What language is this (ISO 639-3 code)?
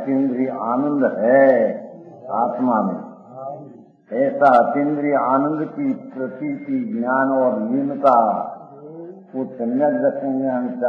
hin